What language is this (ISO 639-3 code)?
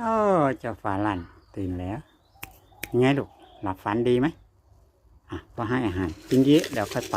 lao